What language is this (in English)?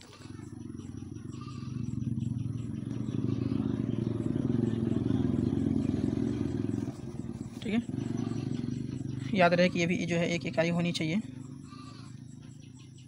Hindi